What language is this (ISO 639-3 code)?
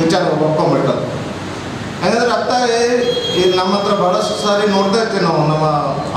kan